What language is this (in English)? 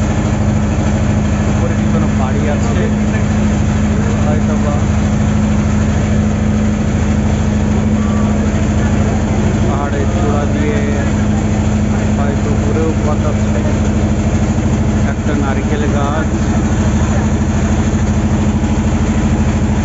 Bangla